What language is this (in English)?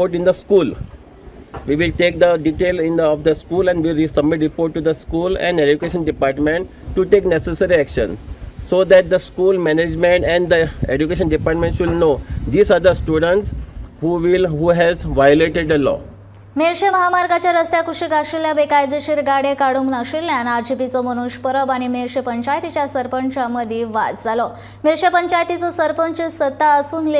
Konkani